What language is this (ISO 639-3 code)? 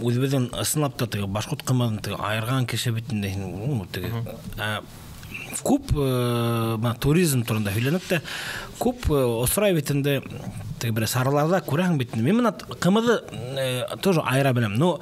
bak